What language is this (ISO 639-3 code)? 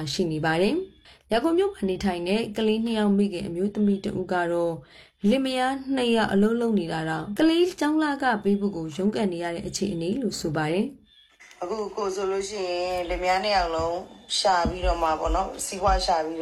mya